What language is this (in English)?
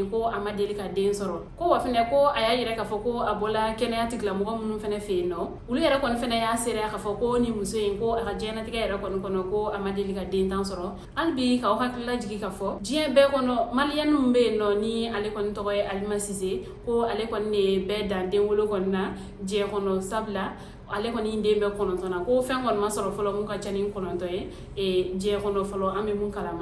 Bambara